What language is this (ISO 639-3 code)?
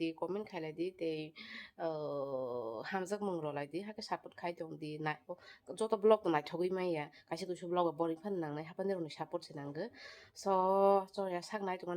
trp